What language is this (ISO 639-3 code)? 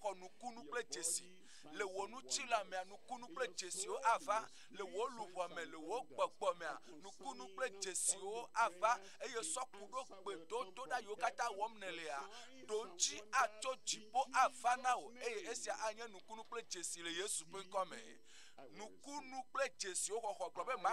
ewe